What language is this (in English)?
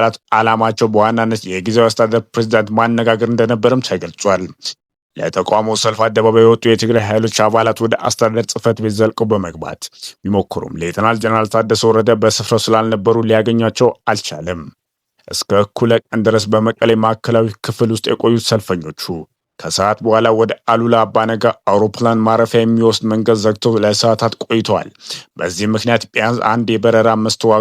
Amharic